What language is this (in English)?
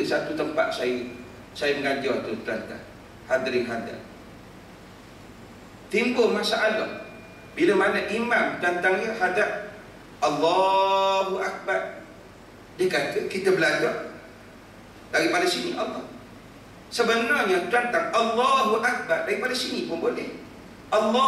Malay